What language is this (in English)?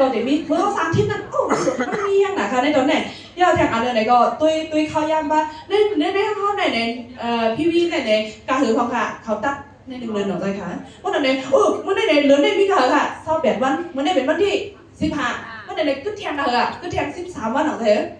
Shan